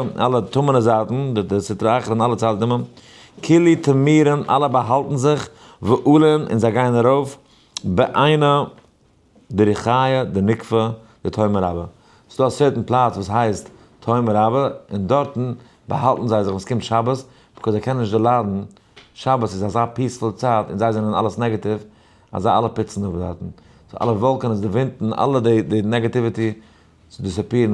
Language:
Yiddish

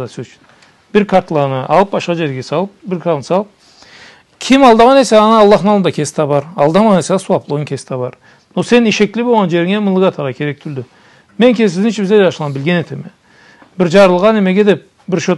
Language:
Karachay-Balkar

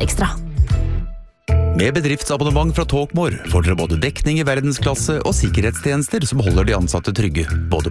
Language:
Norwegian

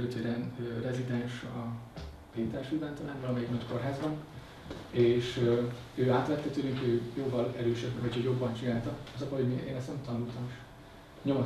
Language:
Hungarian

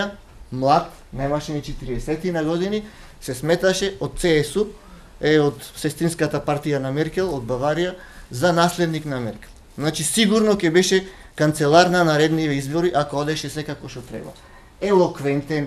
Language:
Macedonian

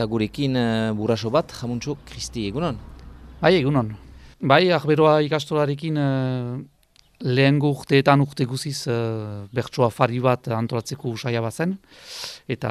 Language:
Basque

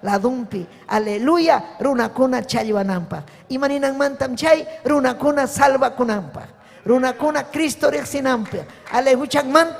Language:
Ayacucho Quechua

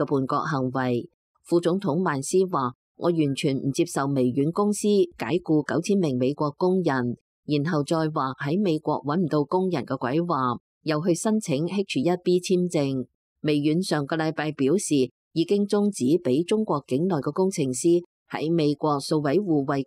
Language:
Cantonese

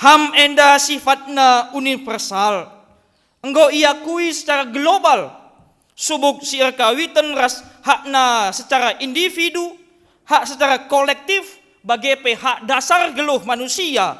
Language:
Batak Karo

